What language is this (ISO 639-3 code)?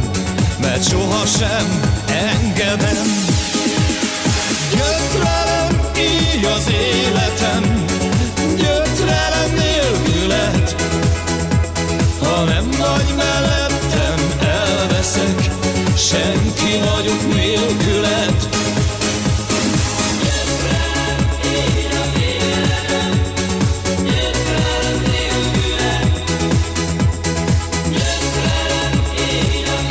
hun